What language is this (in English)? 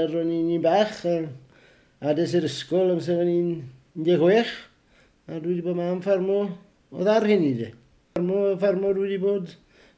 Welsh